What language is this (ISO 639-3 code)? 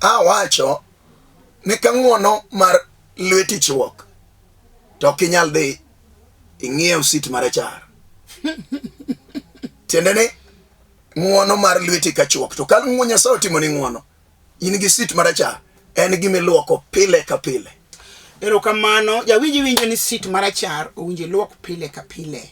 luo